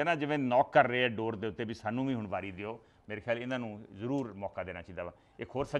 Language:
Punjabi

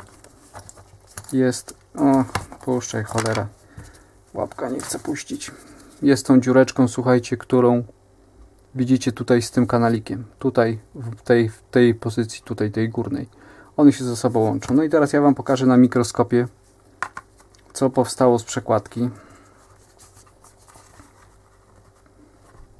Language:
Polish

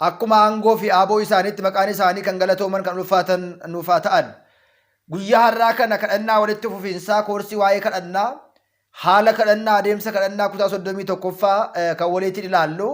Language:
Oromo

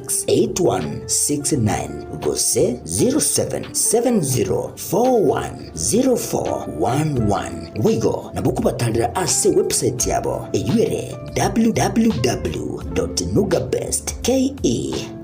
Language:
Gusii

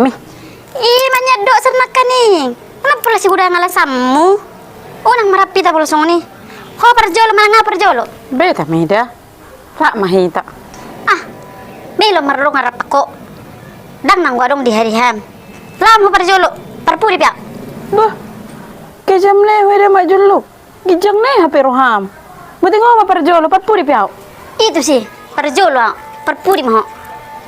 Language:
Batak Toba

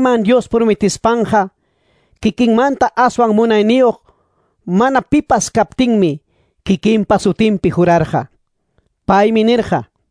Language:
Quechua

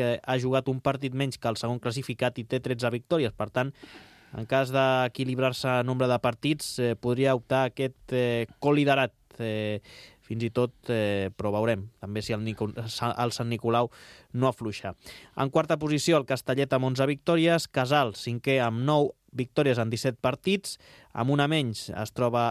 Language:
Catalan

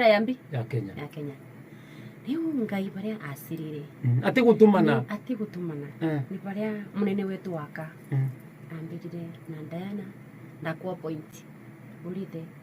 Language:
Meru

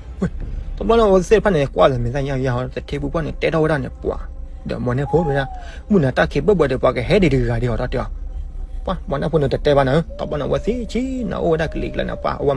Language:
S'gaw Karen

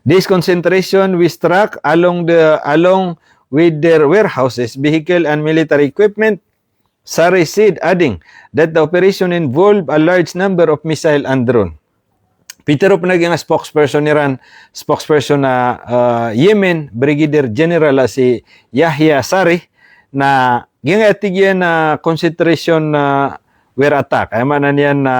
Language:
Maranao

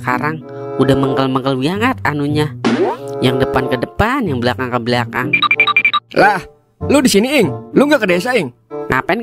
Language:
Betawi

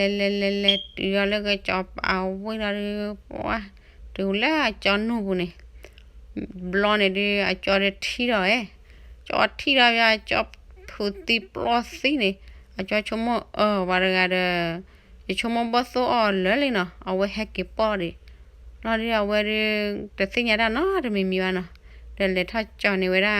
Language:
S'gaw Karen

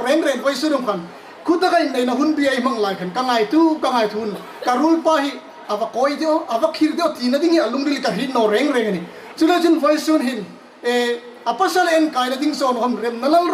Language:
Hmar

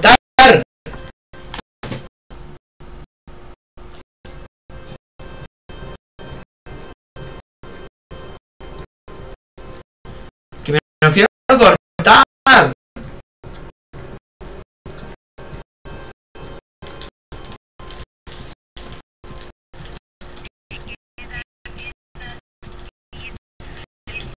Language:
Spanish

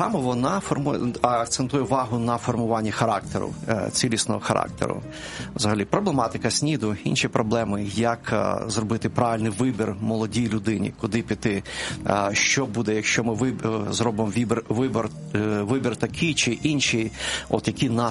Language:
Ukrainian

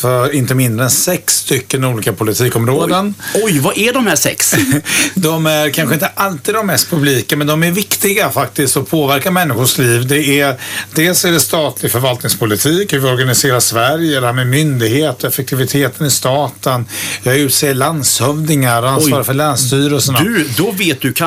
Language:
Swedish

